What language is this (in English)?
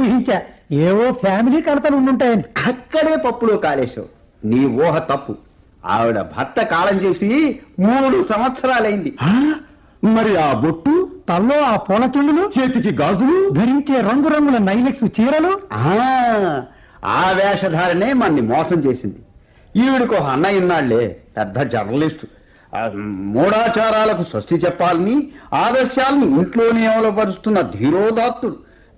Telugu